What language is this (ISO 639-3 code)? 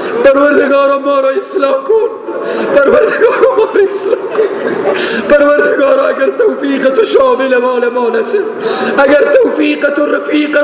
fas